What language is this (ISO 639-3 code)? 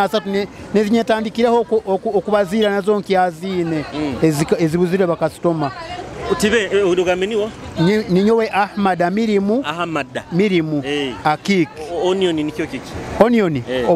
nyo